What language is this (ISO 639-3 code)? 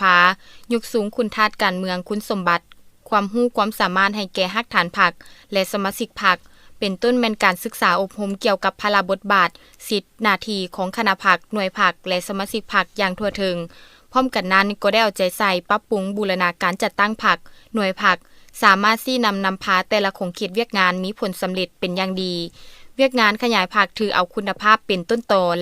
lao